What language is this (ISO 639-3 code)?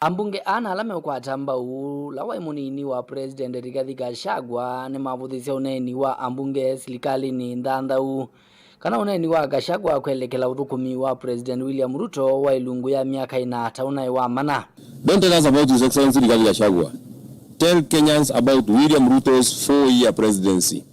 kam